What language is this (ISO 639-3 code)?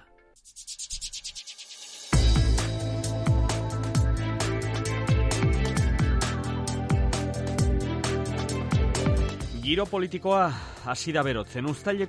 eus